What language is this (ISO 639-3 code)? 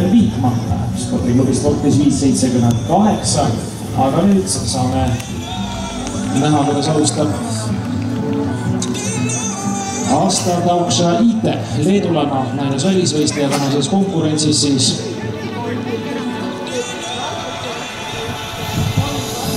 est